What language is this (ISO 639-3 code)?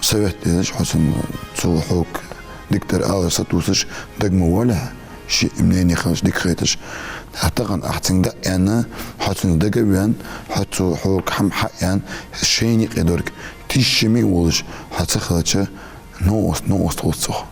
inh